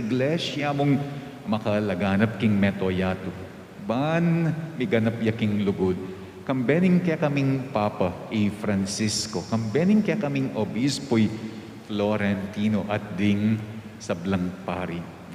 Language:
Pampanga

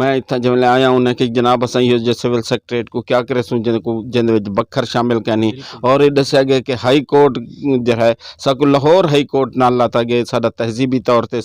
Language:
Saraiki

